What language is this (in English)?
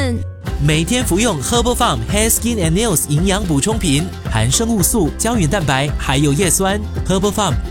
Chinese